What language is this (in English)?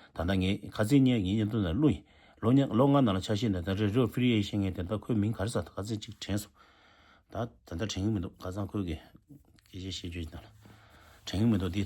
Tibetan